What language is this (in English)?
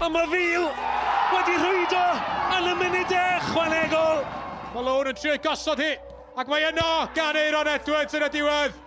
Welsh